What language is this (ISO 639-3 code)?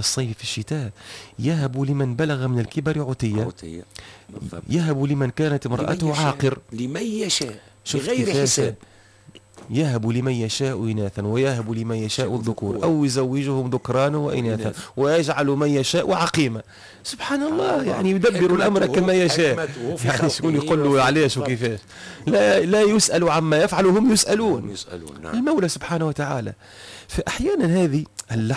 aeb